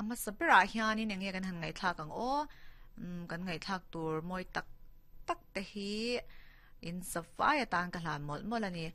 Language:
Mizo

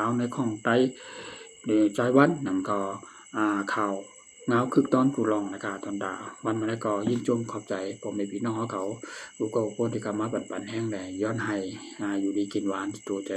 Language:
Shan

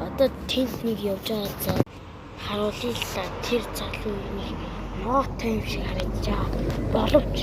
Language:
Mongolian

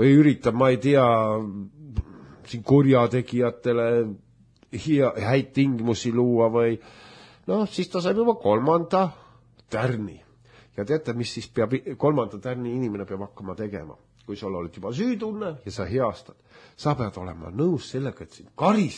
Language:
Estonian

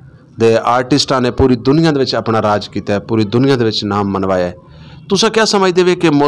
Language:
Saraiki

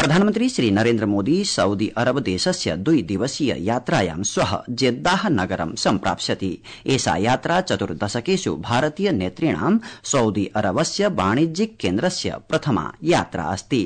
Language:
Sanskrit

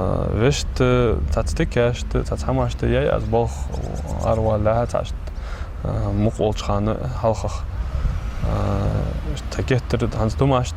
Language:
Ingush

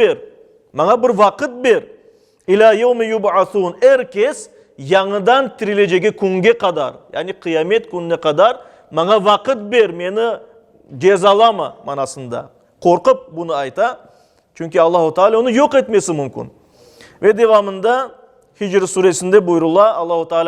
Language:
Crimean Tatar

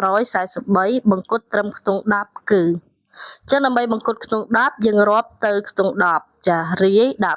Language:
Khmer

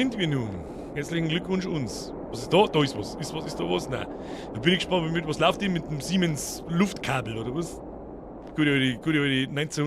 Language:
Bavarian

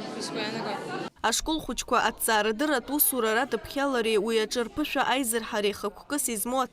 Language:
Abkhazian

